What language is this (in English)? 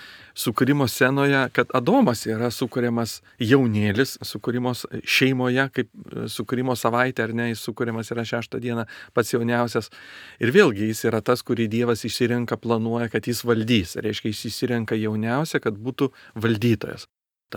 Lithuanian